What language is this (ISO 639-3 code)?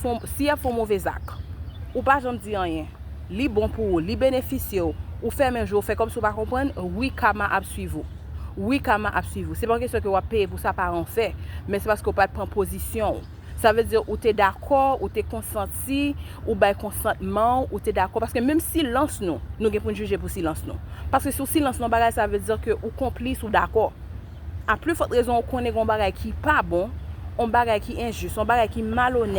hat